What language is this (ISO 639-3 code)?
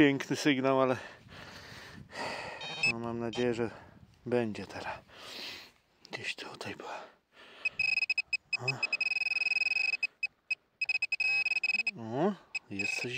pol